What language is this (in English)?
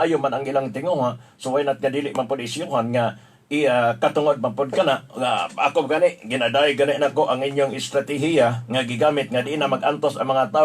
Cebuano